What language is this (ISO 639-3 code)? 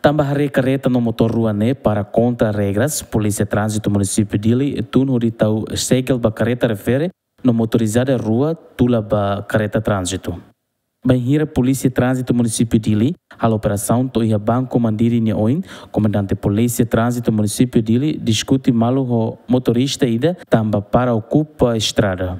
tet